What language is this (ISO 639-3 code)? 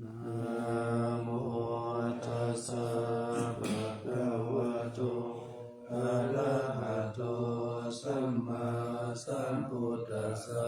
pli